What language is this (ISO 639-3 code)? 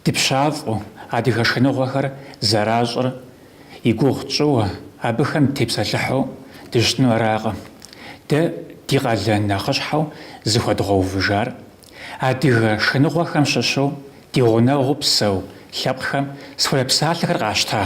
kbd